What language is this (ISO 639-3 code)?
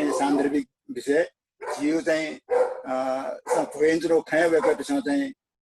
new